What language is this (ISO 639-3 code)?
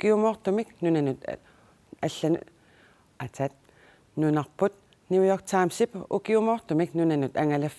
kal